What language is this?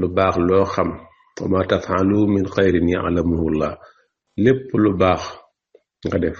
Wolof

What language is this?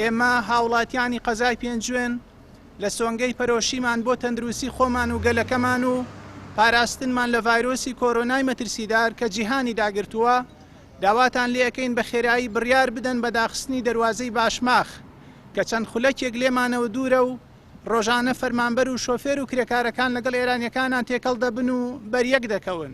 Central Kurdish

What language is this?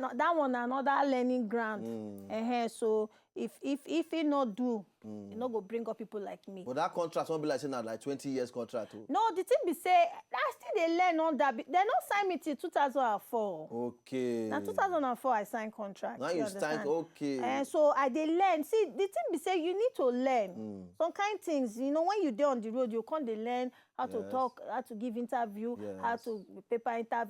Nigerian Pidgin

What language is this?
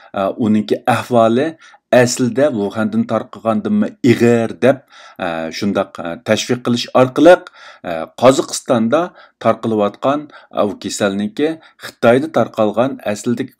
Uyghur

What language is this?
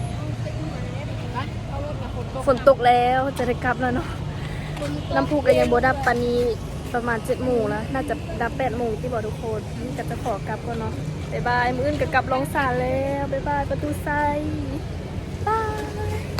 Lao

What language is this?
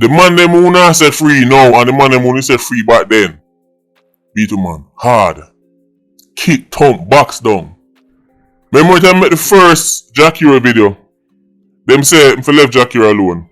Jamaican Creole English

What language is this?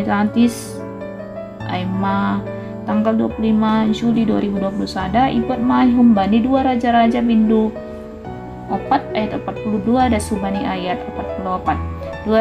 Batak Simalungun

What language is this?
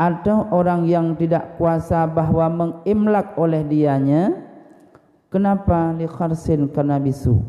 Achinese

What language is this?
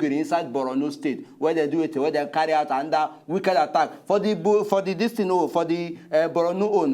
Nigerian Pidgin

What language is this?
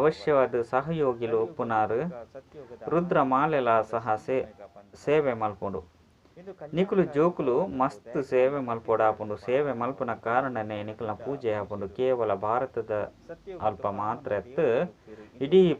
Tulu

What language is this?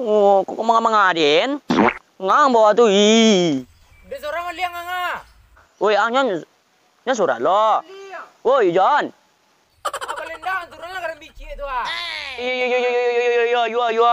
Minangkabau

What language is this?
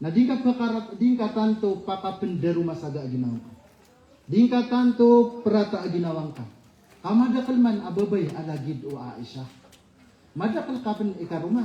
Maranao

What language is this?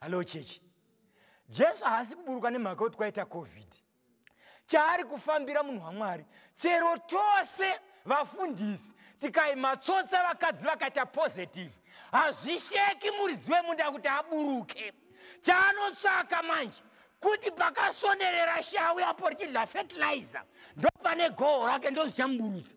Shona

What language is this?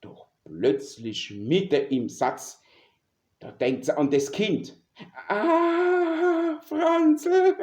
Palatine German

